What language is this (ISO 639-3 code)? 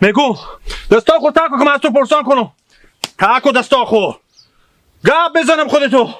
haz